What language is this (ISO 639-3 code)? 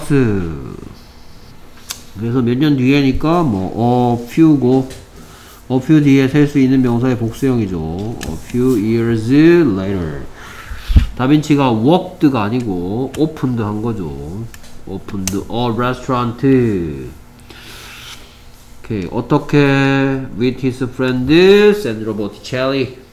kor